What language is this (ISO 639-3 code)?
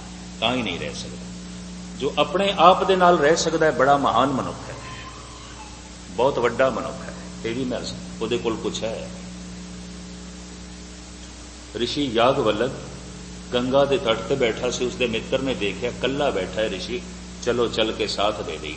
pan